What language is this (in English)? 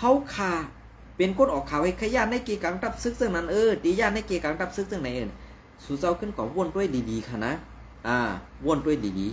Shan